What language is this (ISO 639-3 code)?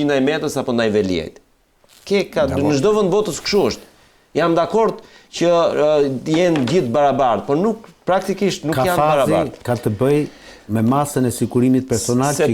sqi